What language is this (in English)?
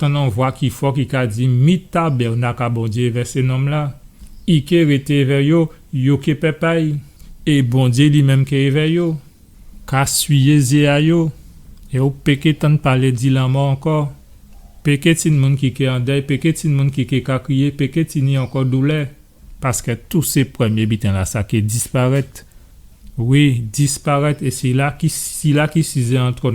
Guadeloupean Creole French